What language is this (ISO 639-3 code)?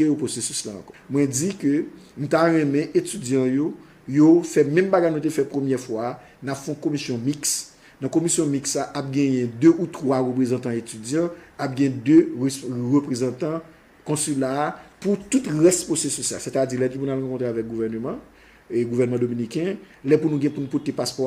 hat